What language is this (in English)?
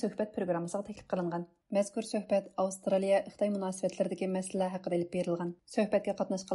Uyghur